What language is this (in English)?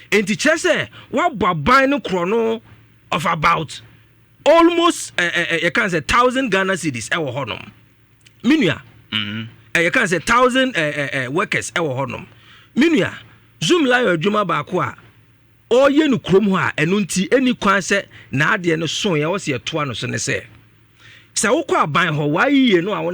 Akan